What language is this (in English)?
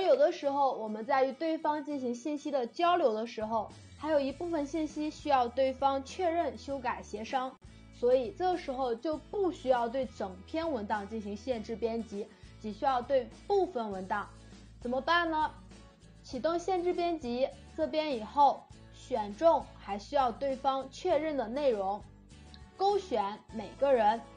Chinese